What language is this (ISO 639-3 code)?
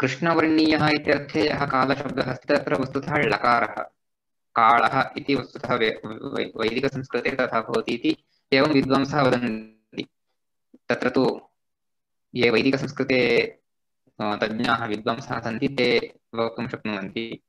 san